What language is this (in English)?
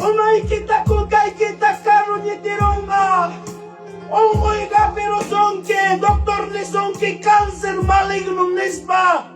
Ayacucho Quechua